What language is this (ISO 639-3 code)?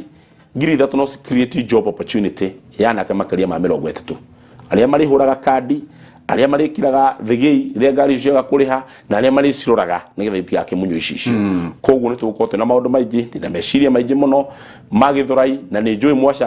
kik